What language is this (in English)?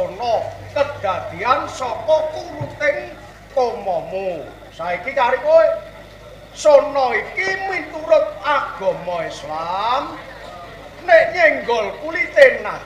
Javanese